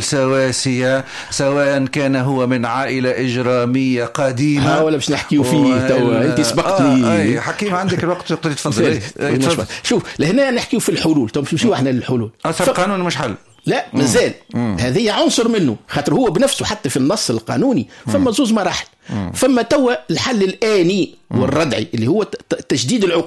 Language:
Tunisian Arabic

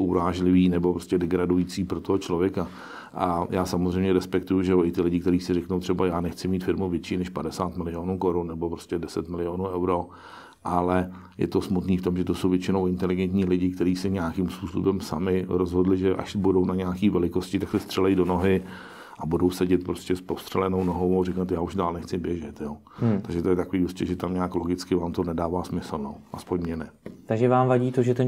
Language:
Czech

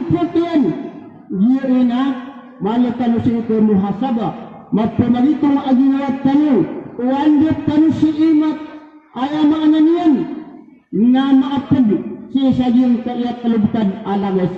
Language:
Maranao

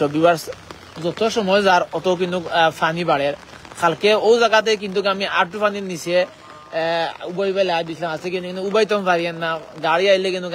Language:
Sylheti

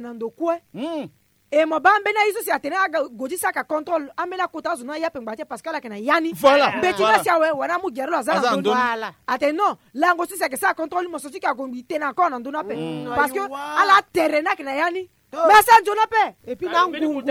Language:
Sango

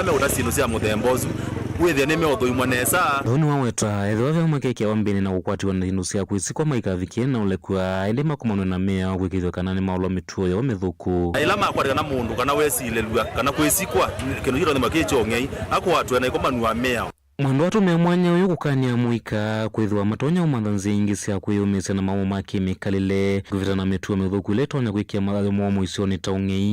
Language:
Kamba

